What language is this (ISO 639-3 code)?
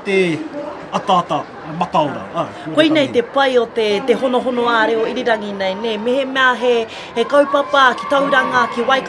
mri